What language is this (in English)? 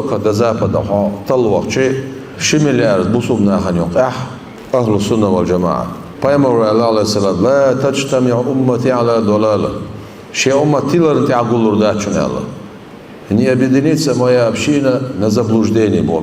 Chechen